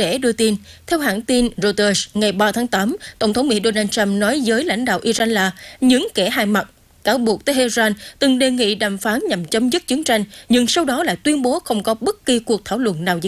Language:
Vietnamese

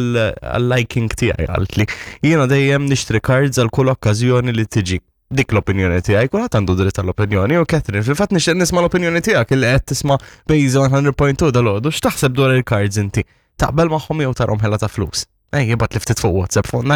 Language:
Maltese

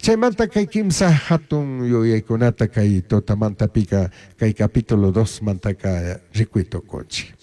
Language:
Chimborazo Highland Quichua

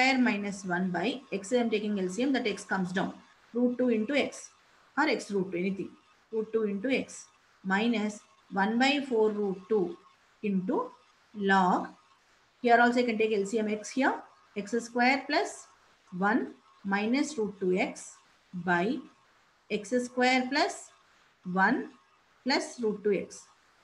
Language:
English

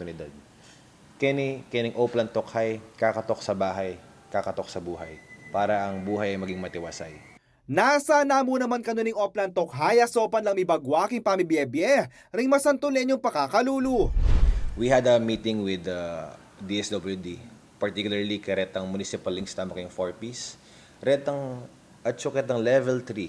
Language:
Pampanga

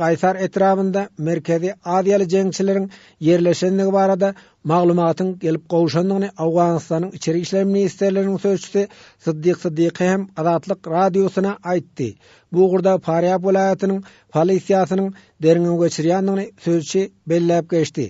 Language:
Turkmen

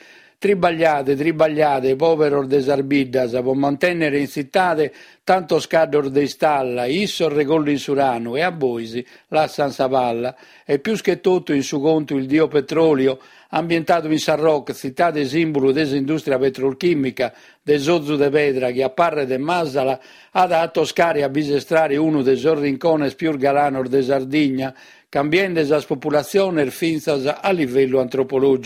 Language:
Sardinian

